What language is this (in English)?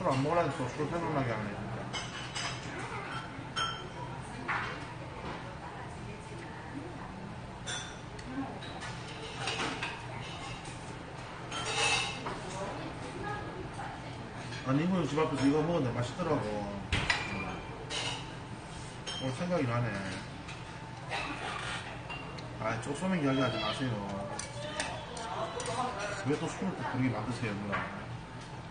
Korean